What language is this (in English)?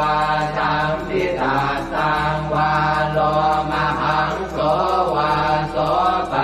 Pali